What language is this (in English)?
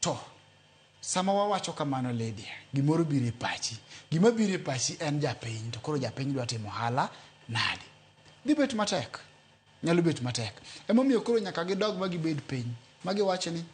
Luo (Kenya and Tanzania)